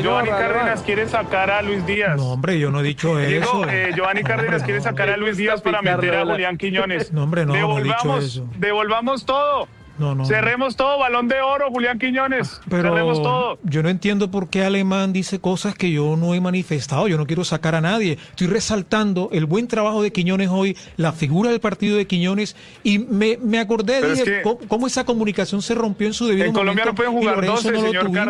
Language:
Spanish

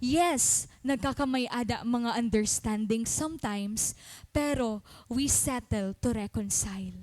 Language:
Waray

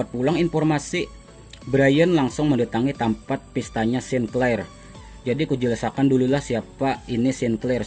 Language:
Banjar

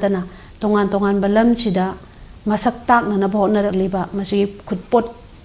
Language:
Manipuri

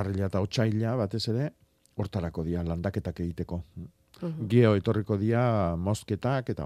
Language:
Basque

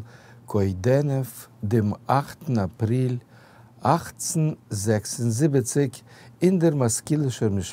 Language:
Yiddish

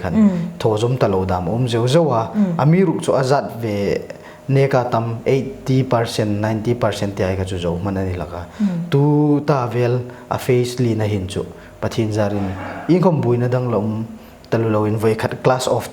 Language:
Hmar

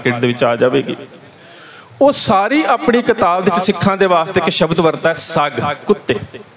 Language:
Punjabi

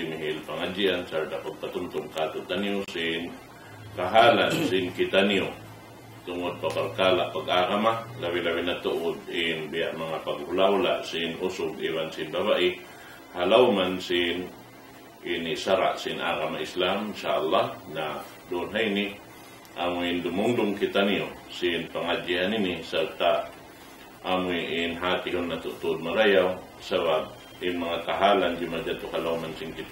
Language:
Tausug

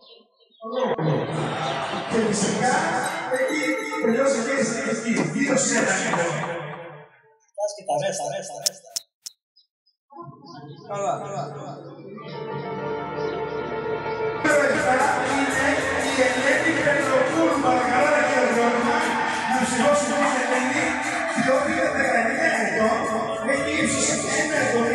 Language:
Greek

